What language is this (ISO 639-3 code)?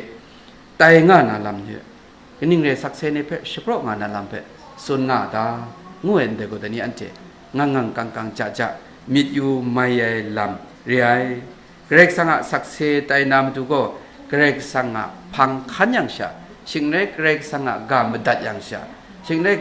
kac